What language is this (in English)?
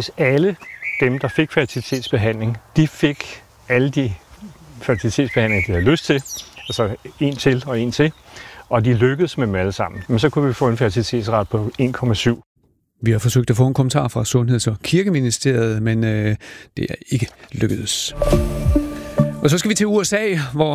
Danish